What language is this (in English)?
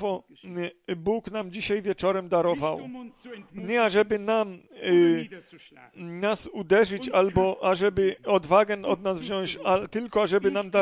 Polish